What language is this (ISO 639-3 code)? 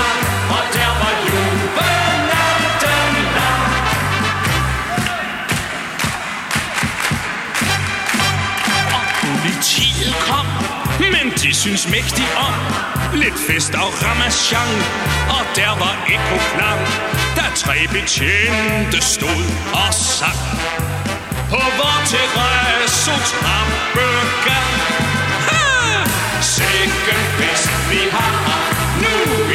dan